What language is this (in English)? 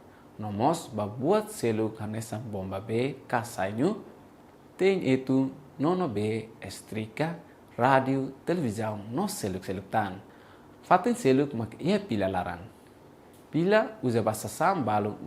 Tetum